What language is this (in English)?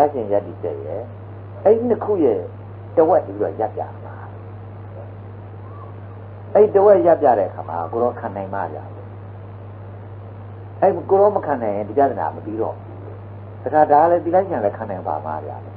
Burmese